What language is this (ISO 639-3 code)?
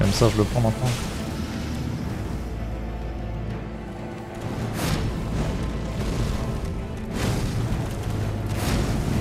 fra